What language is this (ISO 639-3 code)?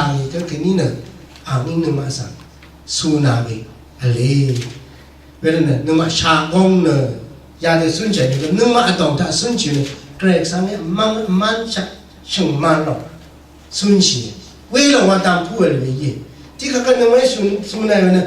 raw